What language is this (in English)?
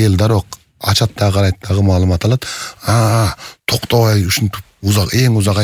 Kyrgyz